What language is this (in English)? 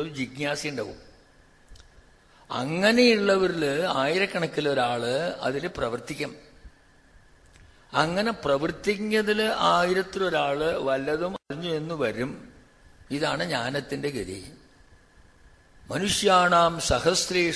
Malayalam